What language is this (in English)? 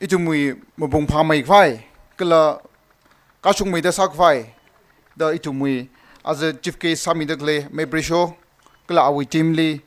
Tangkhul Naga (India)